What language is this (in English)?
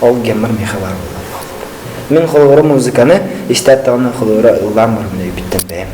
Yakut